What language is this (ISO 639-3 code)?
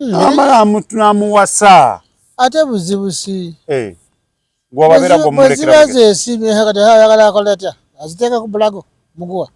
lug